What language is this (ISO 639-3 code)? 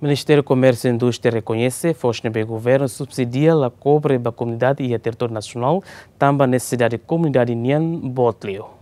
tet